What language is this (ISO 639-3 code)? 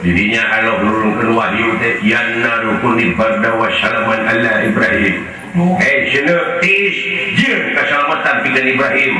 sun